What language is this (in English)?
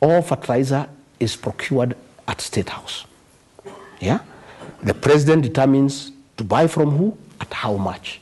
Meru